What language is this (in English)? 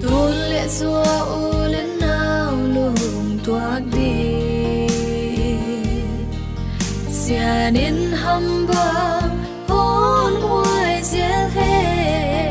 Paite Chin